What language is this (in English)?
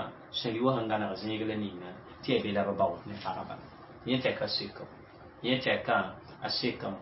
Mossi